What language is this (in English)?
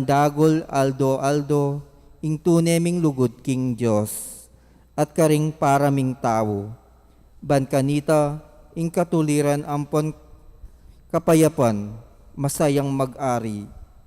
Pampanga